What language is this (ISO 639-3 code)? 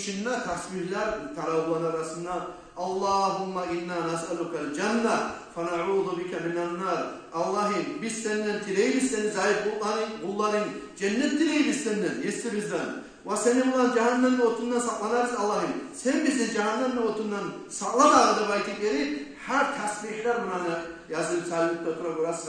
kum